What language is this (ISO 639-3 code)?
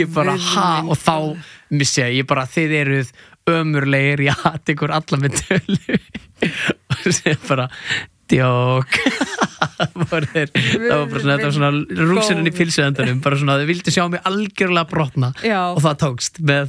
isl